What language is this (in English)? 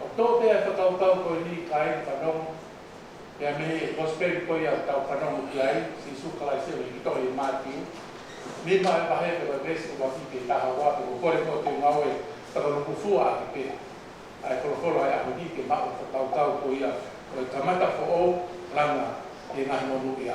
Tongan